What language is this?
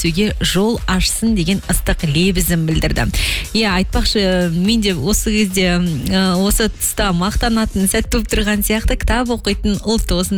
Kazakh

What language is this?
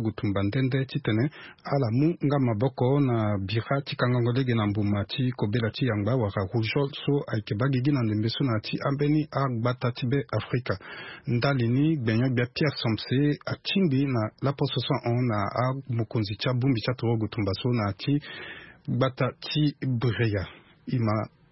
Sango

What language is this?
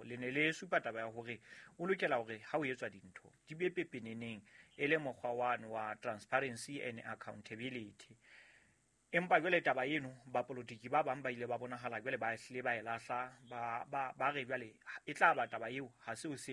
Southern Sotho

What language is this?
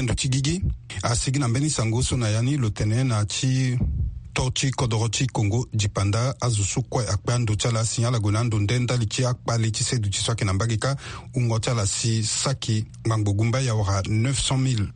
Sango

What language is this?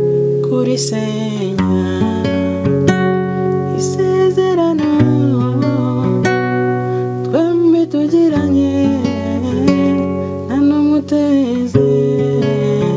Kinyarwanda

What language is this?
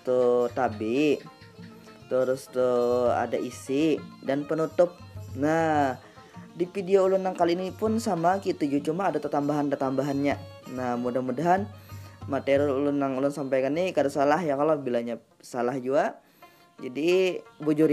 Banjar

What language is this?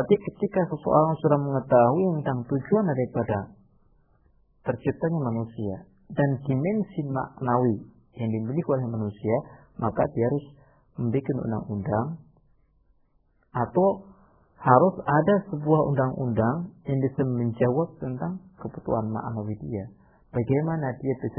Indonesian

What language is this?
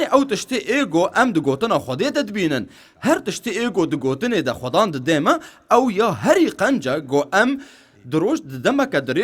Kurdish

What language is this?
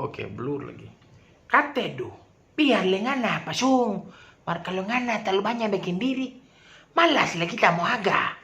Manado Malay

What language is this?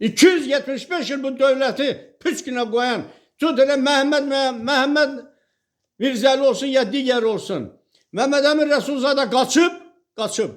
Azerbaijani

